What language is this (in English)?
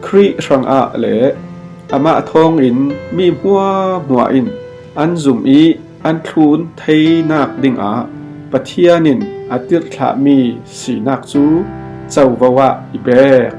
Falam Chin